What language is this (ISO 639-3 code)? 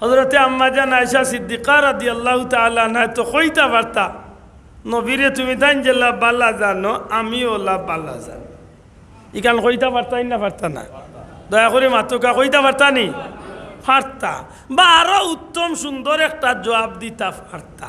syl